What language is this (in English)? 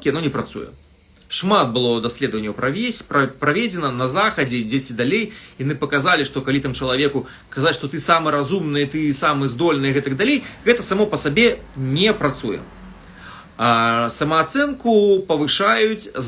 Belarusian